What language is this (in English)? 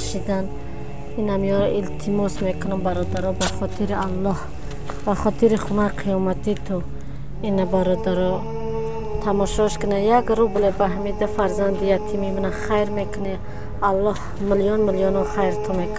Tajik